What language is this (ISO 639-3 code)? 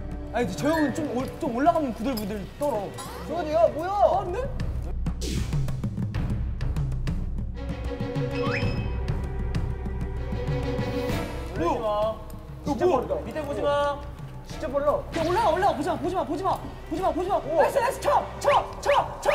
kor